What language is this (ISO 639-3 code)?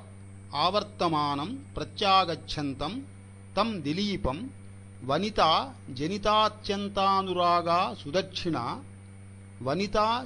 san